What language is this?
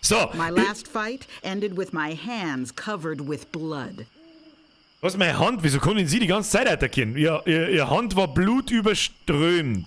Bavarian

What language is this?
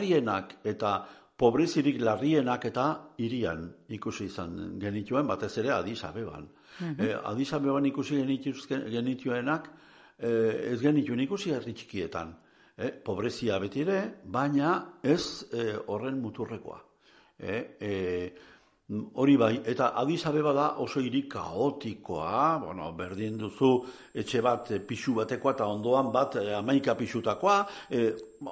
Basque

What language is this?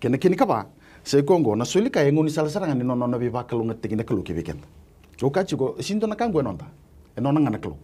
Fijian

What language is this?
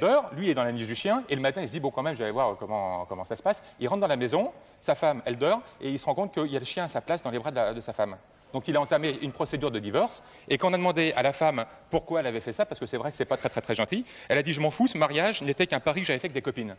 French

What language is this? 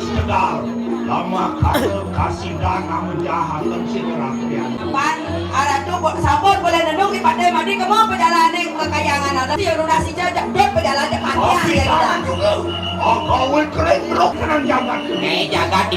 Balinese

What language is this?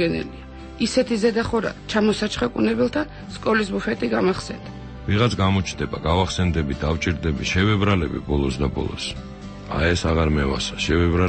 Georgian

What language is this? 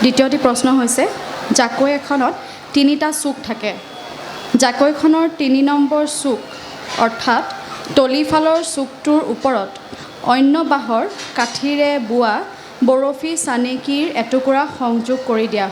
Assamese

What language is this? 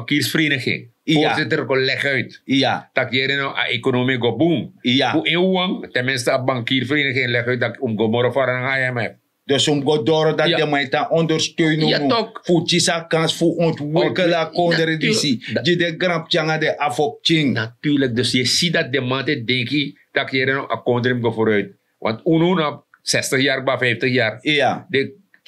Sranan Tongo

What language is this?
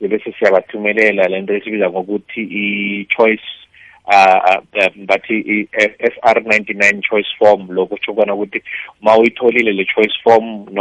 South Ndebele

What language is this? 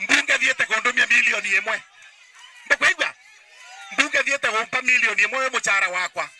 Meru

